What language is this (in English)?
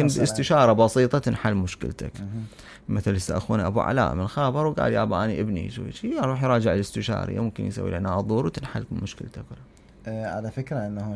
Mesopotamian Arabic